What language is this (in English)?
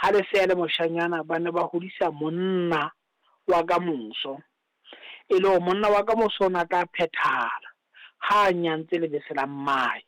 Southern Sotho